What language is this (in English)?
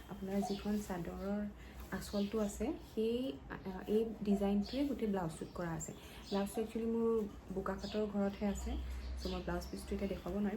Assamese